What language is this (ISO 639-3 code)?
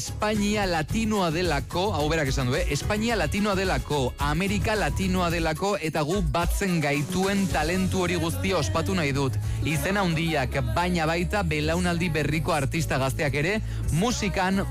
eus